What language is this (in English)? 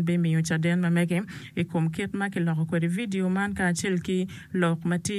Acoli